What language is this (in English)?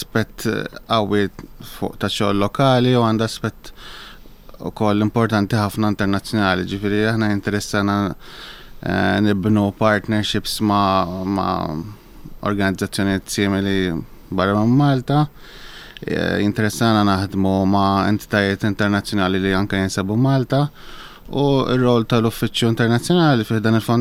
Maltese